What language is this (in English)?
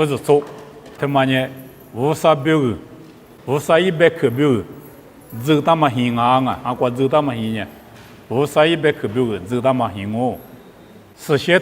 Lisu